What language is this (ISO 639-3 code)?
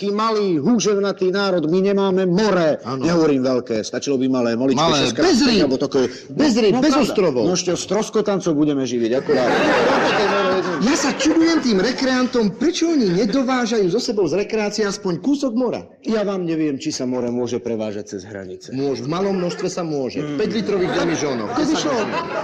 slk